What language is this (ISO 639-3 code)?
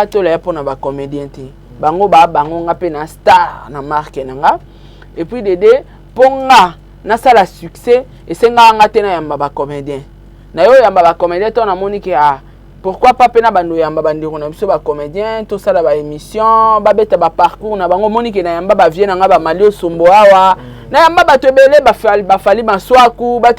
lin